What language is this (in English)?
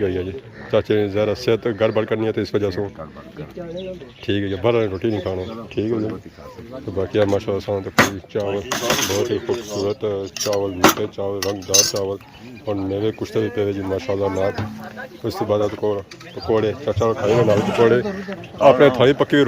Pahari-Potwari